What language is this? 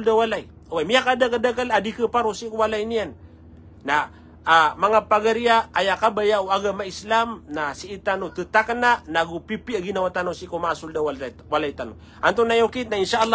Maranao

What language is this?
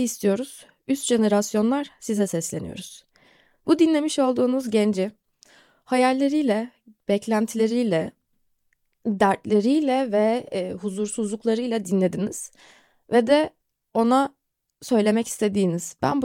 Turkish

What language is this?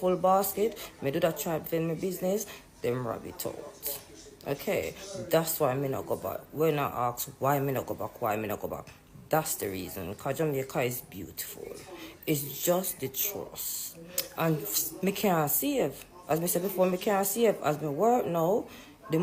Jamaican Creole English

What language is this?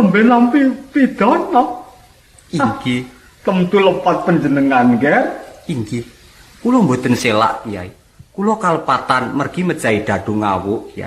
Javanese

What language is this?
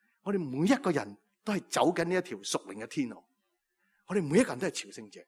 Cantonese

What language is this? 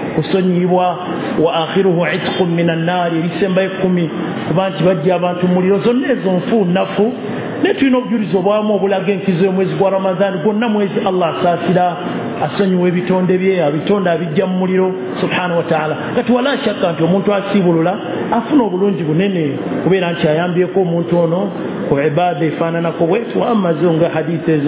Ganda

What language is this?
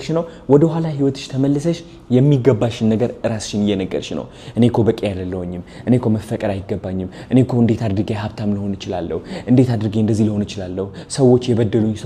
Amharic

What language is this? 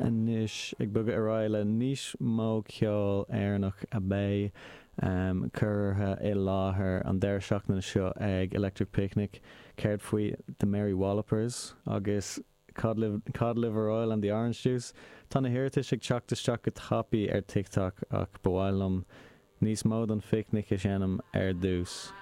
Irish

